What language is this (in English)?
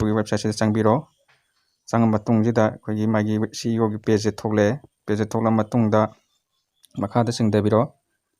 Manipuri